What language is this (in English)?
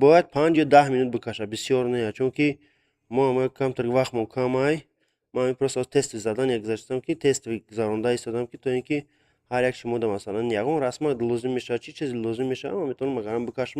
Tajik